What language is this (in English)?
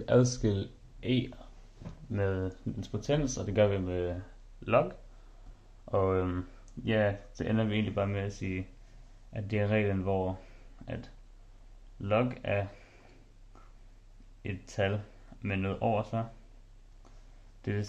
Danish